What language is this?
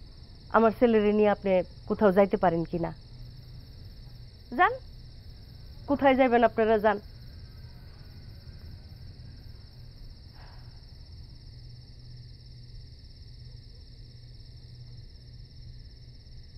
Bangla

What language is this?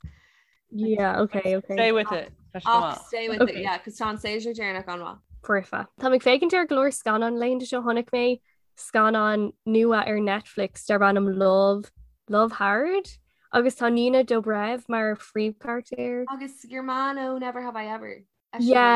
Irish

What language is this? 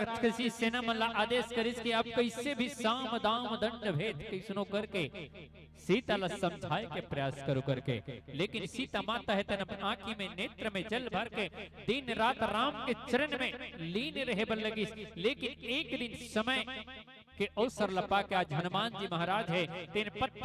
Chhattisgarhi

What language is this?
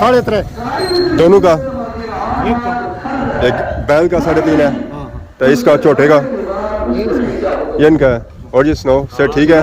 Pahari-Potwari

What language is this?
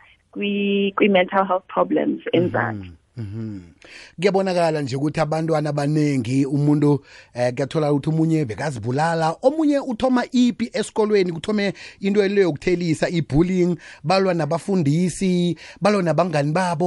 South Ndebele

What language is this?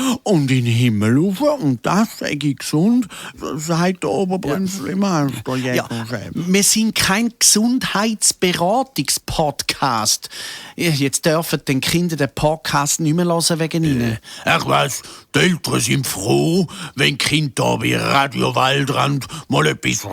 Swiss German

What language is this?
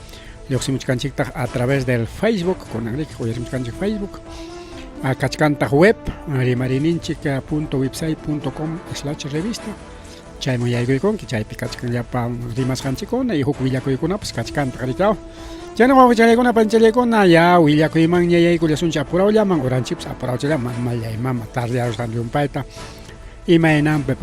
Ayacucho Quechua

